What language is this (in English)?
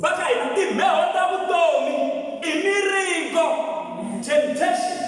Tsonga